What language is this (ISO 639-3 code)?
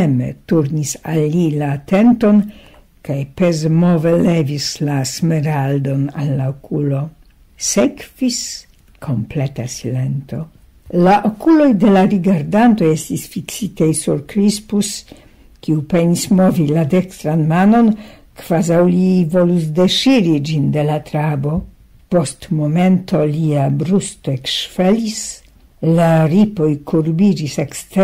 epo